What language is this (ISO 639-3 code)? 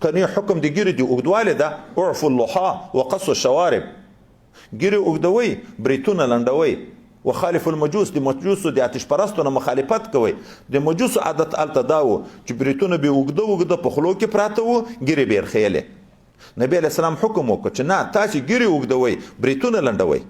pus